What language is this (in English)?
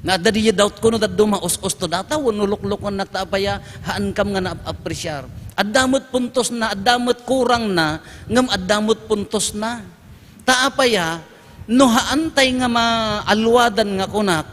Iloko